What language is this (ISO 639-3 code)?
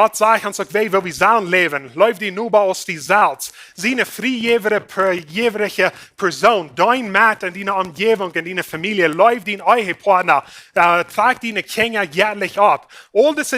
pdt